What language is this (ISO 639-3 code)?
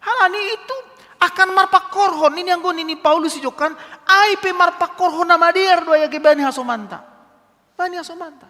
bts